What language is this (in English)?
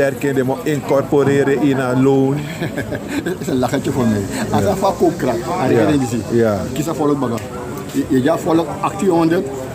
Sranan Tongo